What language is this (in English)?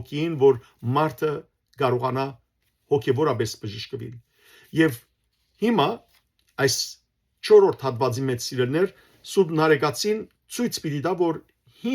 Western Armenian